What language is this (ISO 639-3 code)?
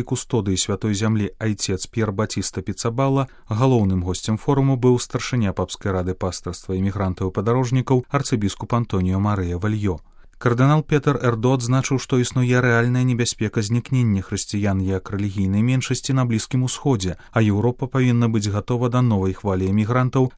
bel